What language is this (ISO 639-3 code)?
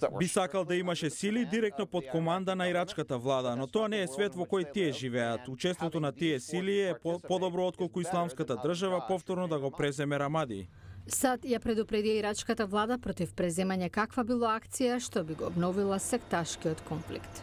mkd